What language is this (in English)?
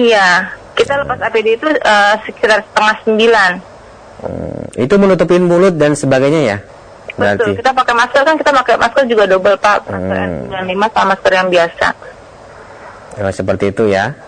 Indonesian